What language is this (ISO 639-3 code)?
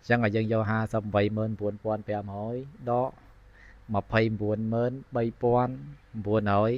khm